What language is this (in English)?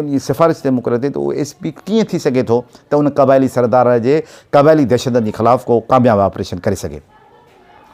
Sindhi